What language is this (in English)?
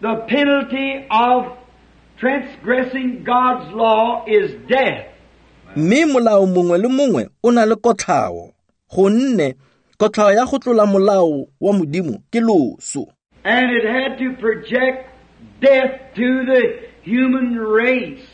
Tswana